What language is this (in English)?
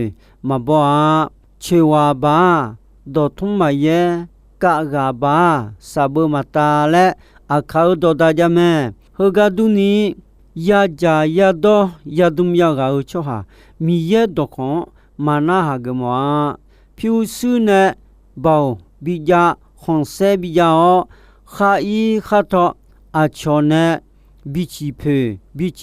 Akha